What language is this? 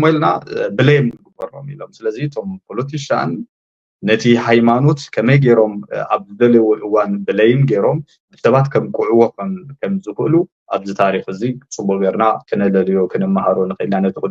Tigrinya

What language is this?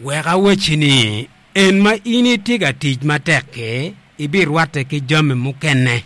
Acoli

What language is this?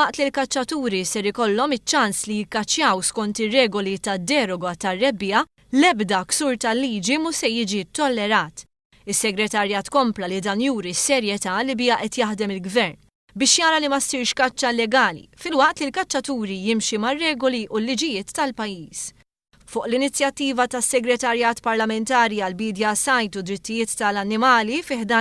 Maltese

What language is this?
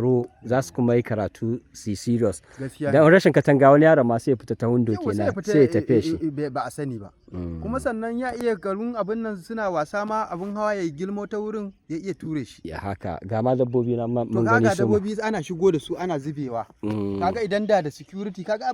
Hausa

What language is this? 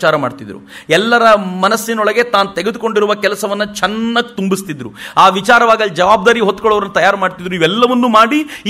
Kannada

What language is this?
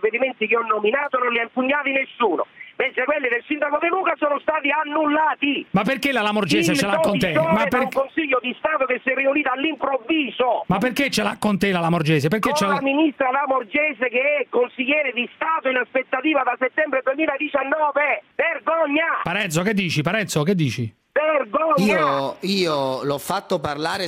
Italian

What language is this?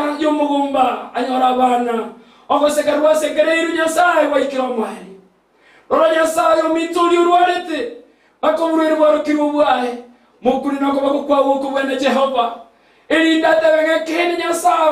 Gusii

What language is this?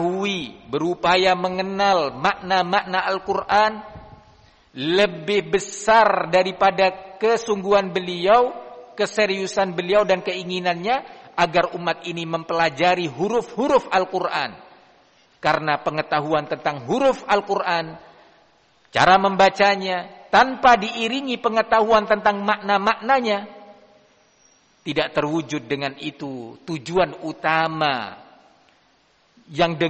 Indonesian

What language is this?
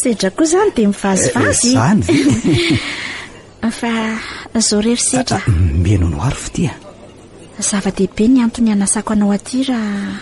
Malagasy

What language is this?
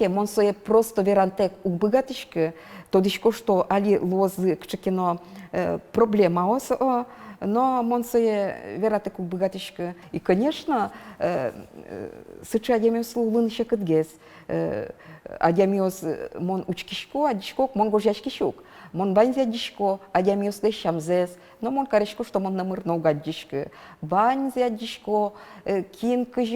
Udmurt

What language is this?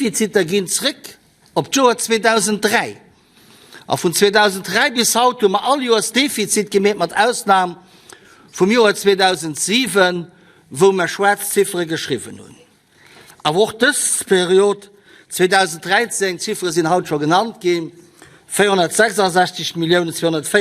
Luxembourgish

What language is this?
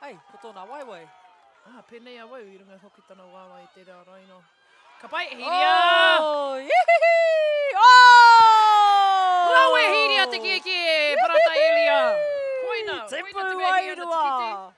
Māori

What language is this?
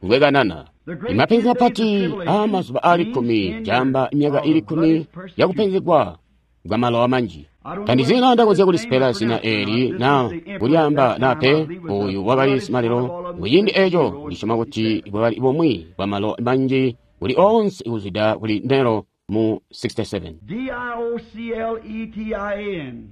Tonga (Zambia)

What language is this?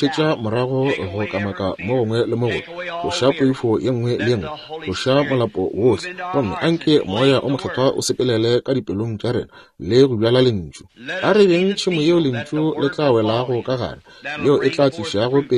Northern Sotho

